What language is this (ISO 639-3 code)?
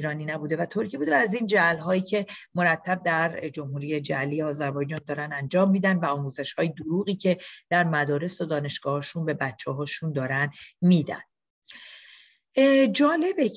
fas